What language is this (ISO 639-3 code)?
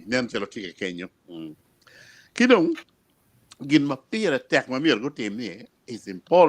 ach